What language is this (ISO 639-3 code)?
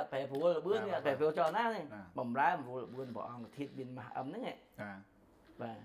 khm